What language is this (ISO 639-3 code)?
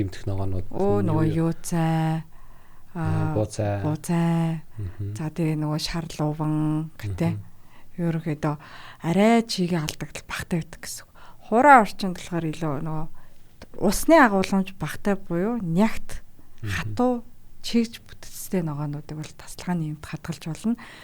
mon